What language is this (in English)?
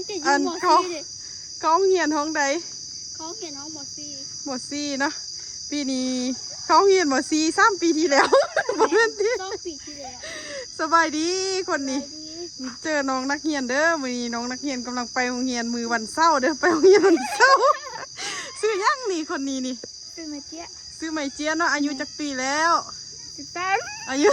Lao